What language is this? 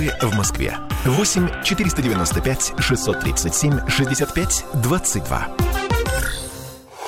Russian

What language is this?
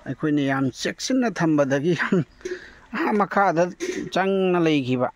Manipuri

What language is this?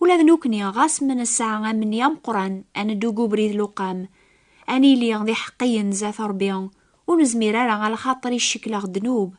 Kabyle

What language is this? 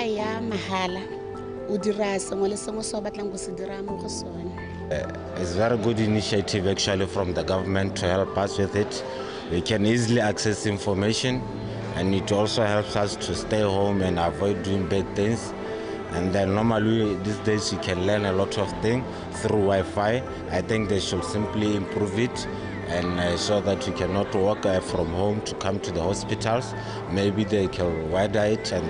Tswana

